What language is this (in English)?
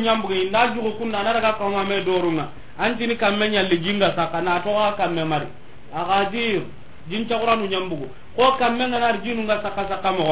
Soninke